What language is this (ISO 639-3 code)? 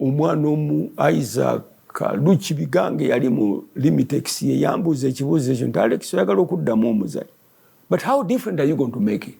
lug